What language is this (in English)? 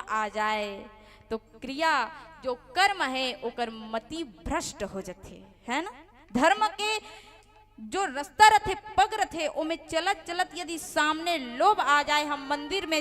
Chhattisgarhi